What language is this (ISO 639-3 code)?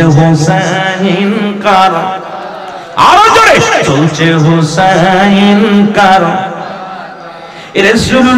ben